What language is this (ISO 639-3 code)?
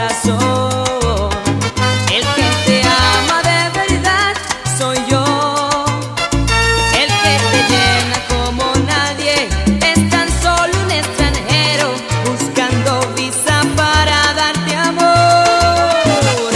spa